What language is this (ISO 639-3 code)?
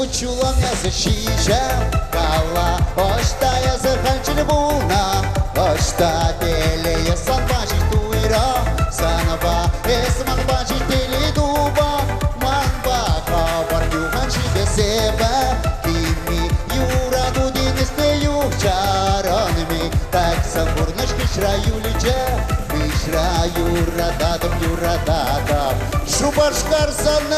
chv